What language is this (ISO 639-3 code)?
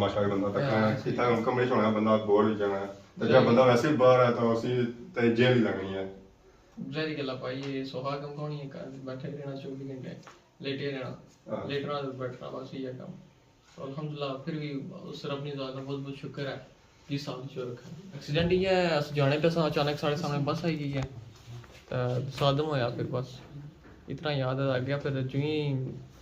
phr